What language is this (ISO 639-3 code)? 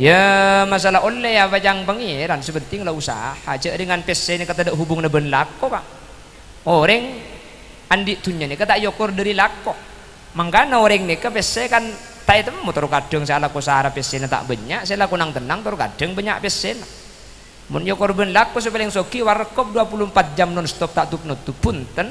mad